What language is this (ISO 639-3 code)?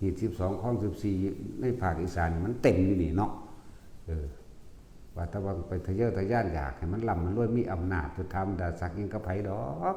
tts